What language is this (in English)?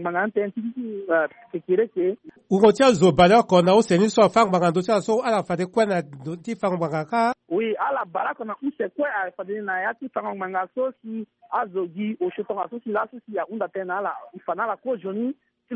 Sango